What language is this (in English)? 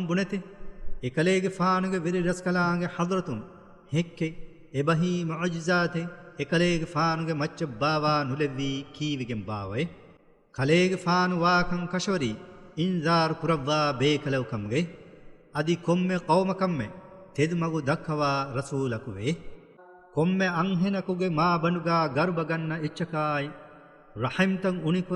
Divehi